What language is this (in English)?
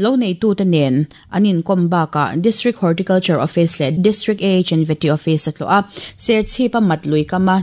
Mizo